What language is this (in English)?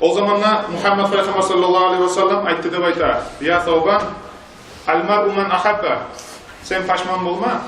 Kumyk